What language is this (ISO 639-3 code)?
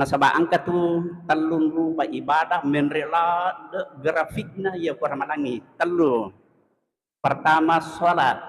bug